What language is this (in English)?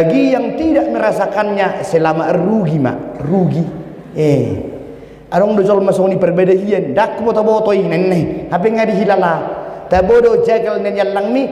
Batak Toba